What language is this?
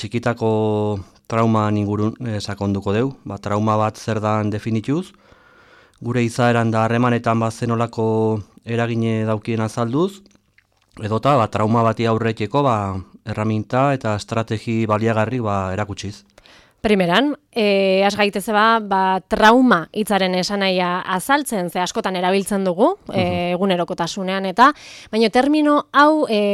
Basque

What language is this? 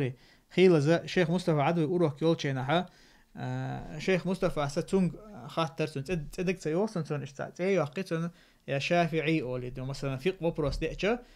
Chechen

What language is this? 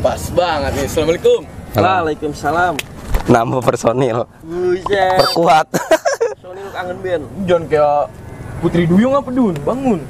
Betawi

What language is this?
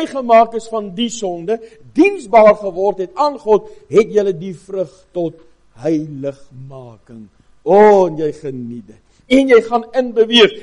Afrikaans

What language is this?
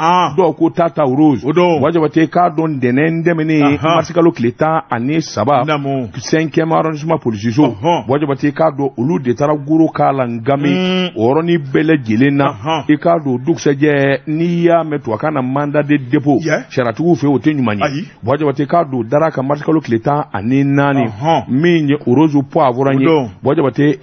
Bambara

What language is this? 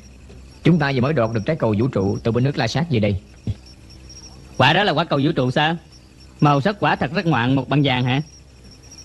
Vietnamese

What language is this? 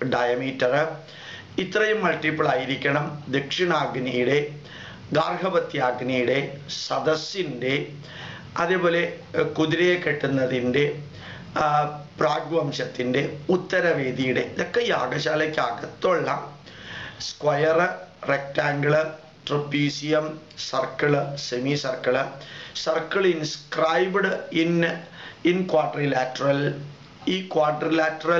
Malayalam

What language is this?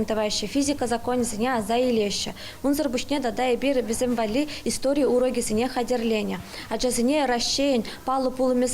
Chuvash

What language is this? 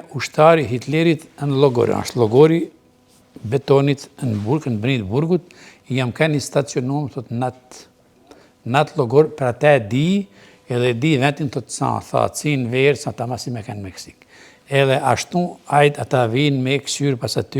Albanian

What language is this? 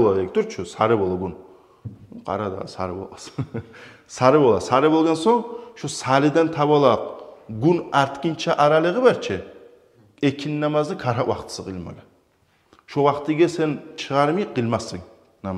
Kumyk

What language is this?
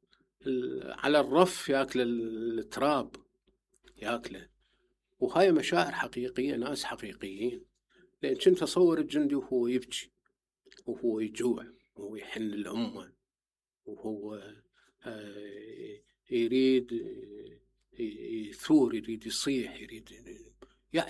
Mesopotamian Arabic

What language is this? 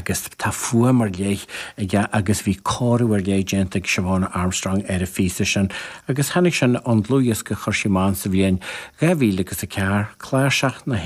Irish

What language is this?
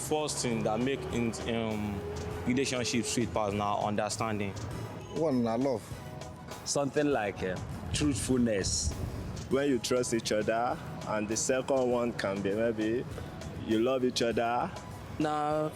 Nigerian Pidgin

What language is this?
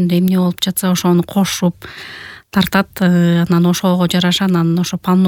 Kyrgyz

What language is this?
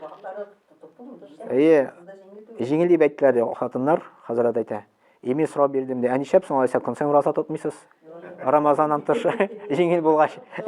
Tatar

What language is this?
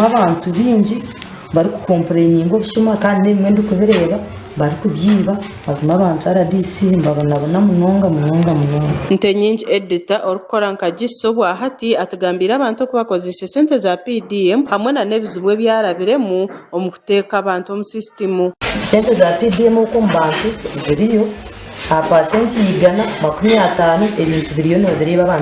Nyankole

